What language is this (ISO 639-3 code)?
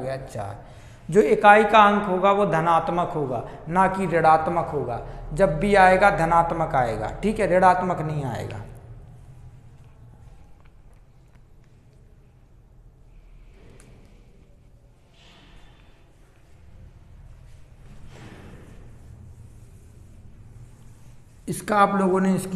hin